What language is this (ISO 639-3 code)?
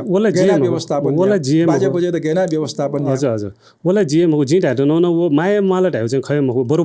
new